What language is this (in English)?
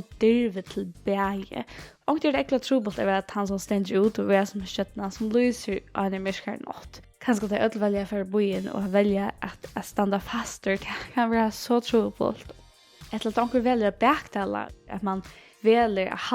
Faroese